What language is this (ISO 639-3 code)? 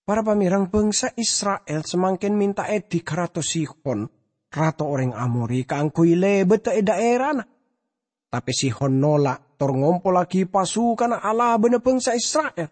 mad